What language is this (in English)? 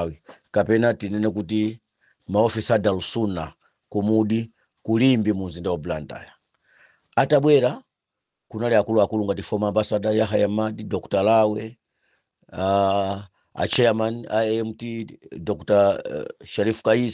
Nyanja